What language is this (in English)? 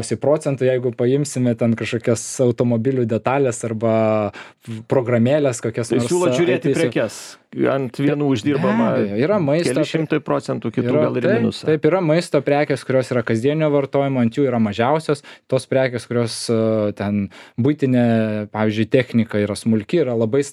Lithuanian